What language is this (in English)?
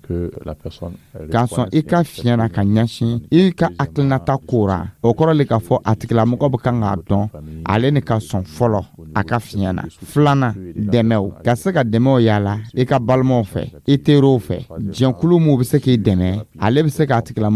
Dyula